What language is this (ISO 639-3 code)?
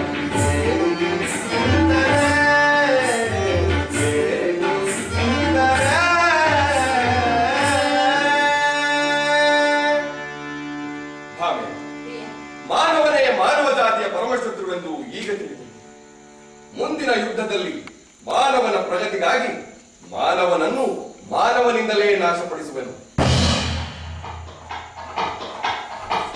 kan